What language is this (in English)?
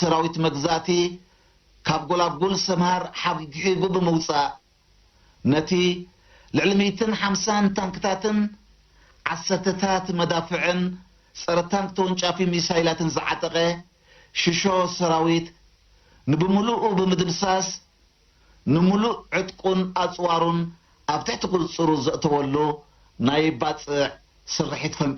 Tigrinya